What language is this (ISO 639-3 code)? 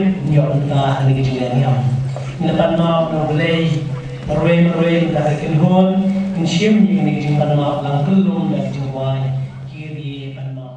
kha